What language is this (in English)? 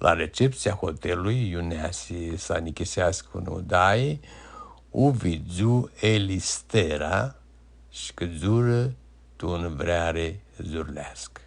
Aromanian